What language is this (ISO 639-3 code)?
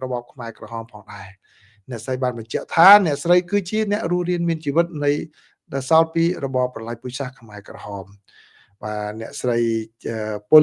khm